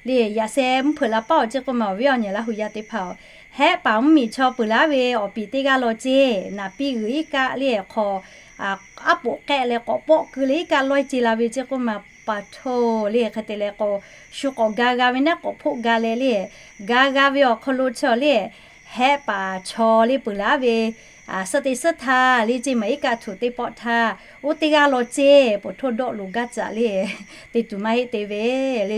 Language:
Lahu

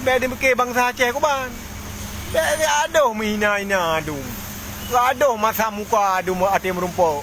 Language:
Achinese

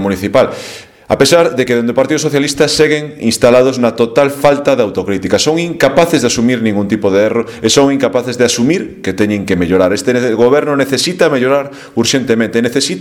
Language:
Galician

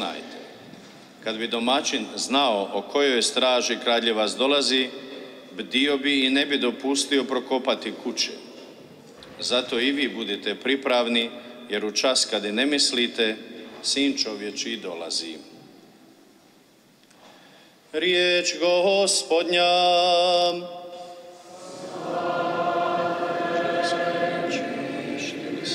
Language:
Croatian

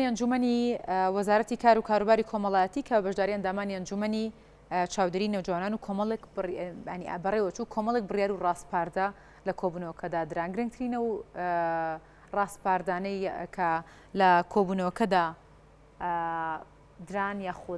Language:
Central Kurdish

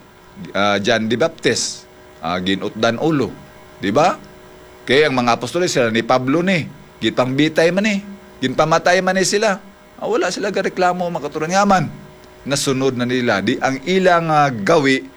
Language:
Hiligaynon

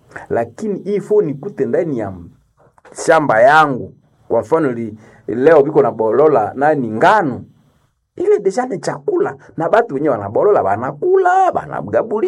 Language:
Swahili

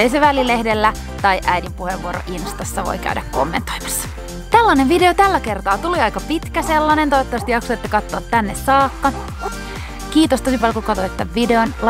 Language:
Finnish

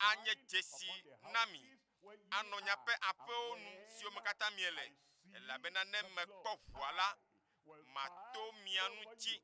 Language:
Ewe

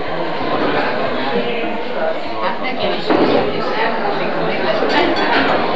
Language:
Hungarian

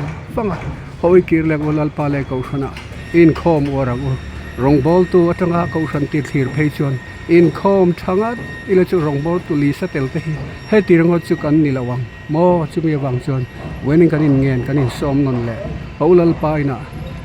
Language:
Mizo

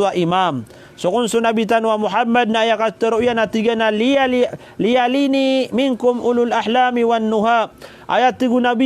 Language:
Maranao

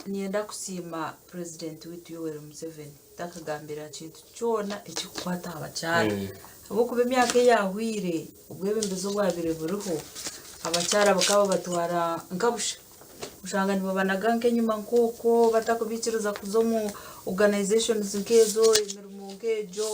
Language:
Nyankole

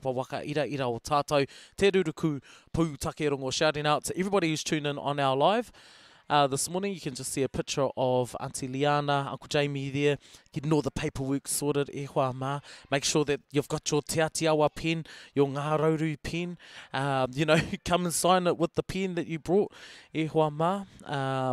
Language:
Māori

